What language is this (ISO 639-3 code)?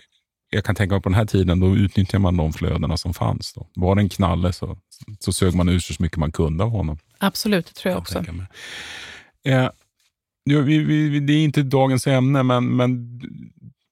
swe